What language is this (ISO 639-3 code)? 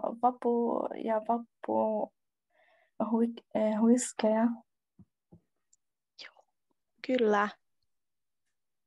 fin